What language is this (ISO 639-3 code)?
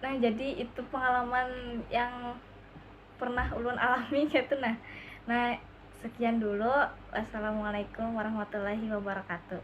bjn